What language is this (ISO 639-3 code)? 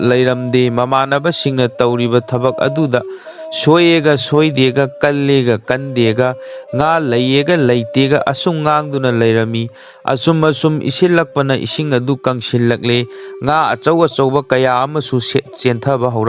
mni